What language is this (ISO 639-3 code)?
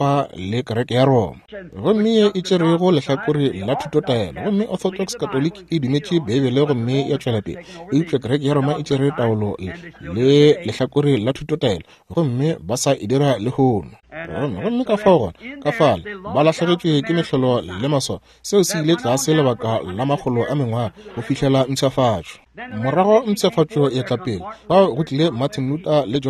nso